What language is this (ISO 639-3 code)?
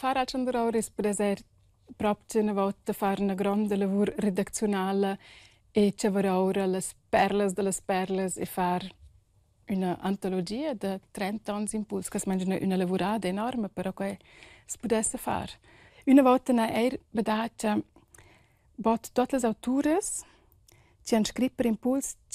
roh